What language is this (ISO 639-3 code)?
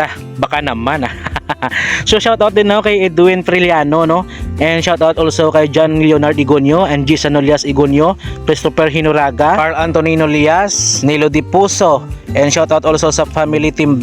hil